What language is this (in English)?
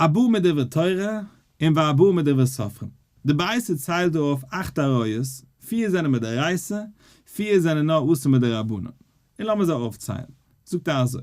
Yiddish